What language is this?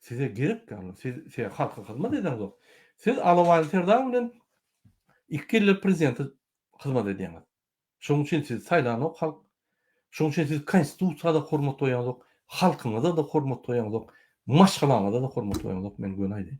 Turkmen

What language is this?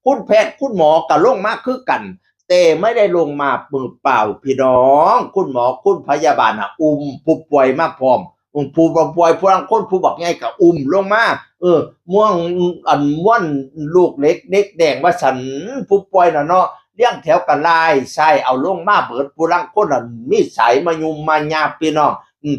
Northeastern Thai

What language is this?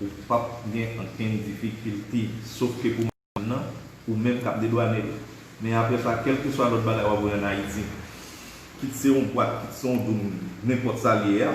Haitian Creole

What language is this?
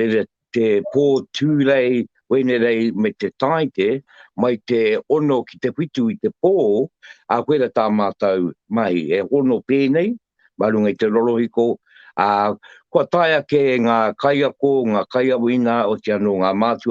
Māori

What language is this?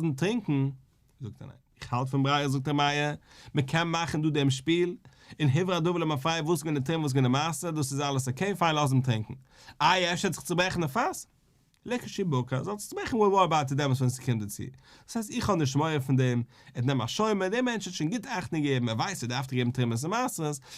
Yiddish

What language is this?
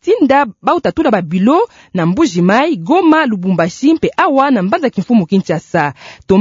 Kituba (Democratic Republic of Congo)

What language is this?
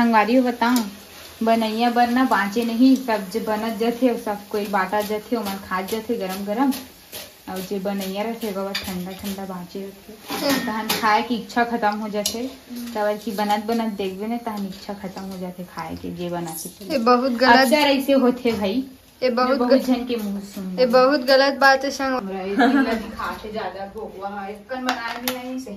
Chhattisgarhi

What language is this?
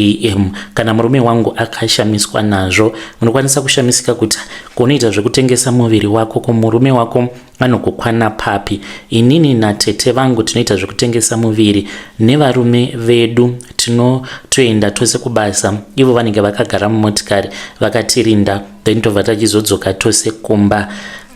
Shona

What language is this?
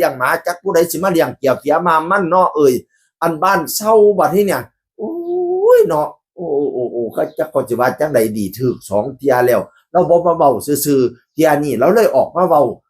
Northeastern Thai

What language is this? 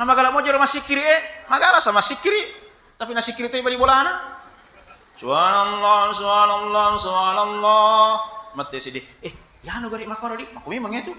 Buginese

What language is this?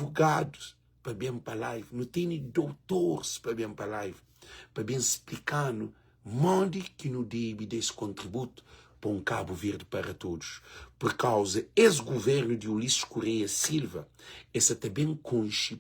Kabuverdianu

